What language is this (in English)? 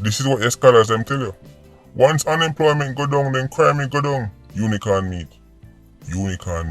Jamaican Creole English